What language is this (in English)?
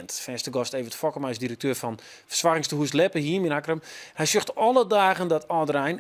Western Frisian